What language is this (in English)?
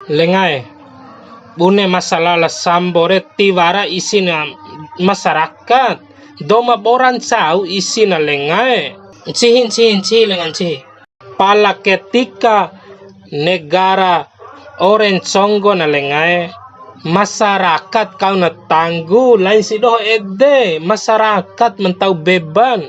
Bima